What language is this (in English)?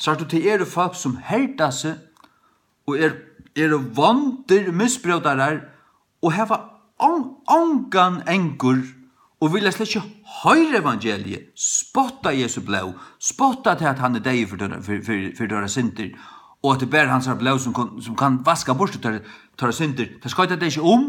Faroese